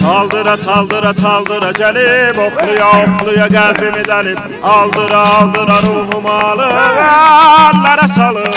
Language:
South Azerbaijani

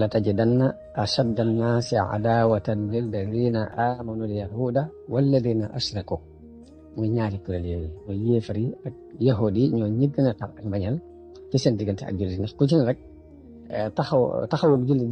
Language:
Wolof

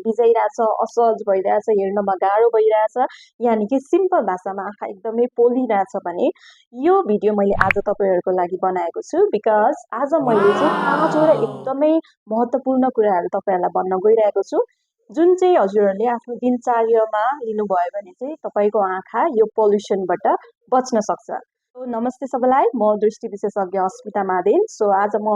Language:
Nepali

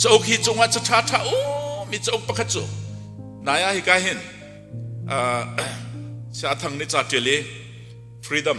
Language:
Hakha Chin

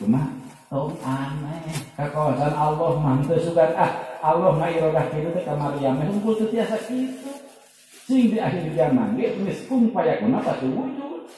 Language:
Sundanese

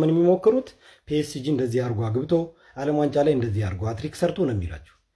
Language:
Amharic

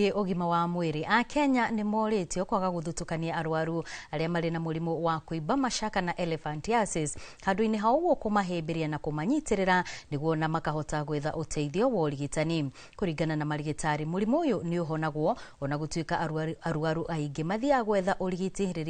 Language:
Kikuyu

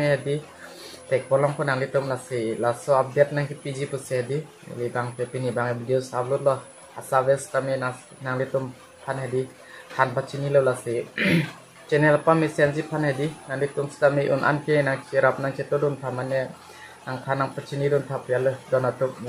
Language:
Karbi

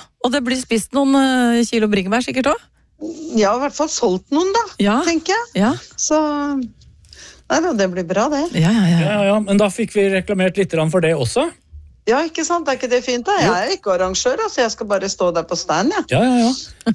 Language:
Norwegian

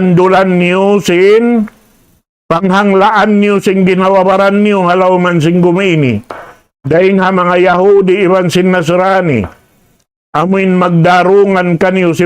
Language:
Tausug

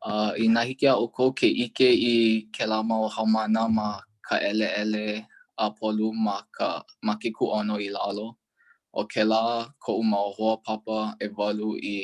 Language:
Hawaiian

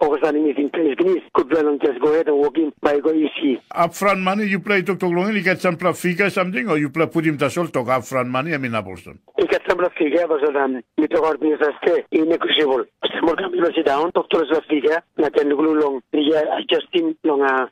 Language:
Tok Pisin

